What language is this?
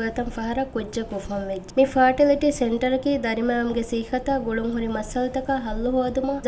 Divehi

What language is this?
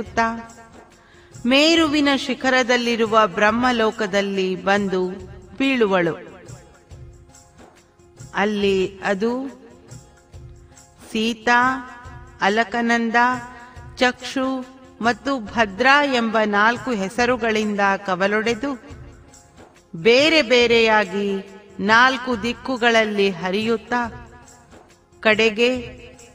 Kannada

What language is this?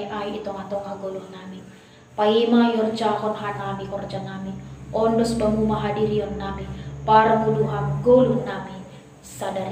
Batak Simalungun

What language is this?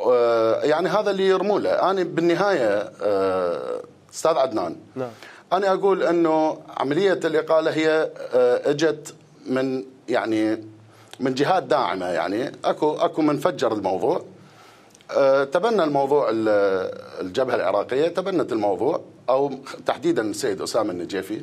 Mesopotamian Arabic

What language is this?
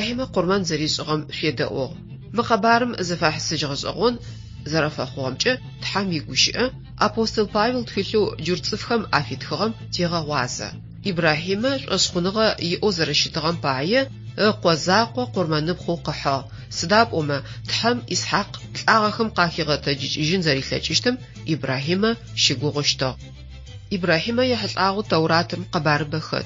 Adyghe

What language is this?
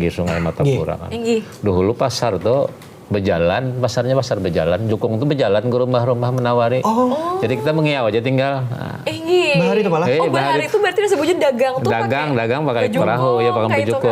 Banjar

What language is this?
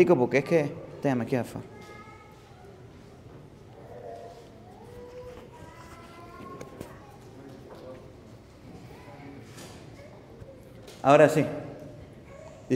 Spanish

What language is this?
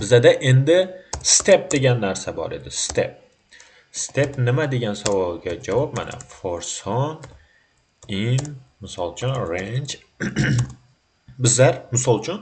Uzbek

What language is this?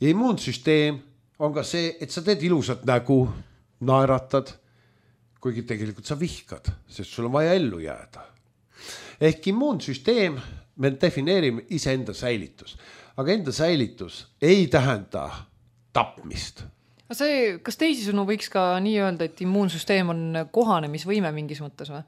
Estonian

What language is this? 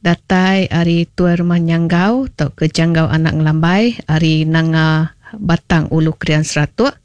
Iban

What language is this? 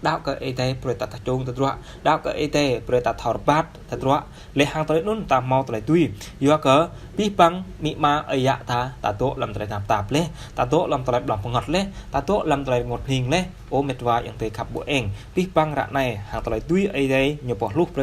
Jarai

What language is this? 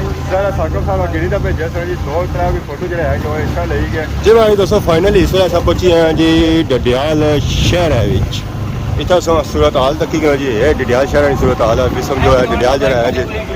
Pahari-Potwari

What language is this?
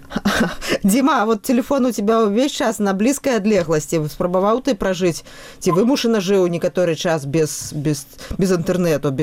Belarusian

